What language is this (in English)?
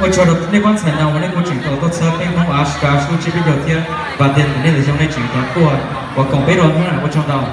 Hmong